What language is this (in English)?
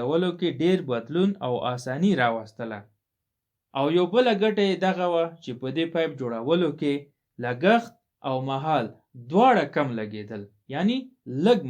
Pashto